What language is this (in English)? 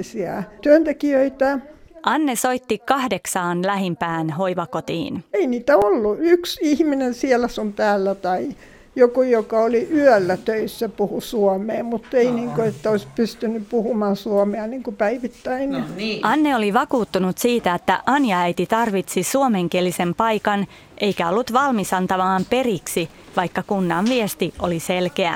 Finnish